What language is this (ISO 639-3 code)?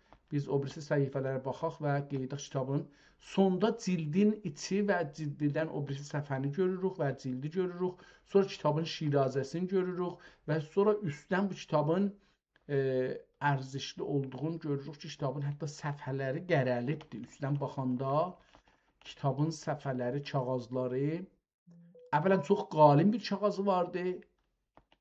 azb